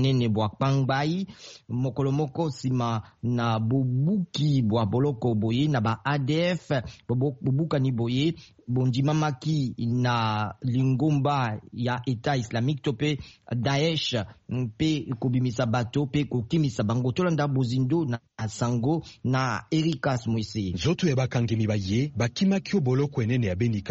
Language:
Lingala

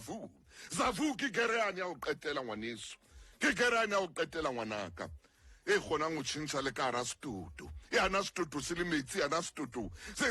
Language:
Southern Sotho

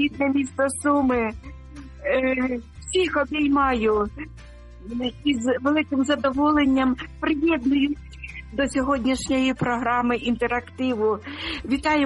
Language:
Ukrainian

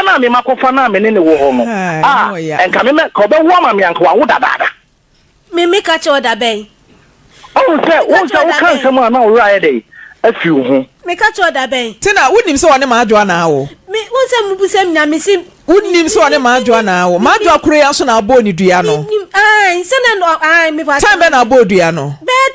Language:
Akan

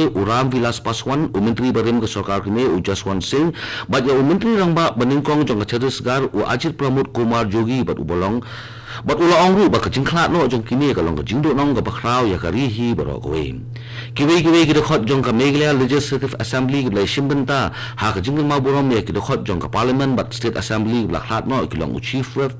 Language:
Khasi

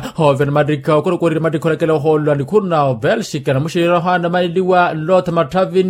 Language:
Makhuwa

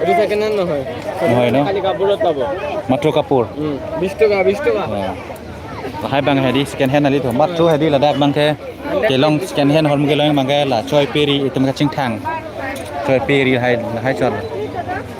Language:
Karbi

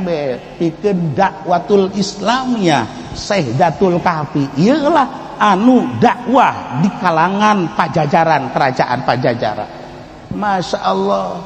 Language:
Sundanese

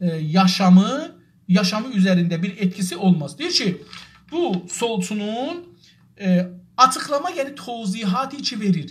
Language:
South Azerbaijani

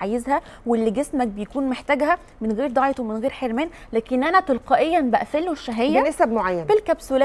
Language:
Egyptian Arabic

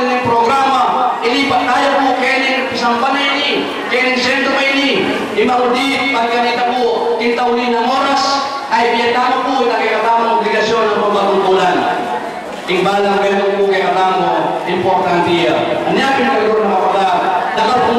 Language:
Pampanga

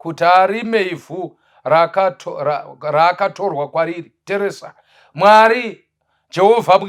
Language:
Shona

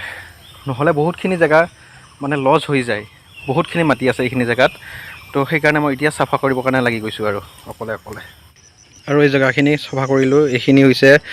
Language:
Assamese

